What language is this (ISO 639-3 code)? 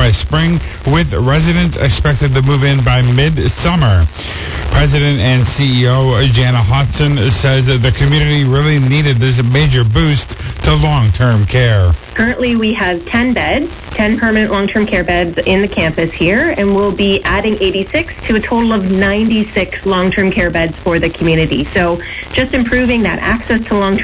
eng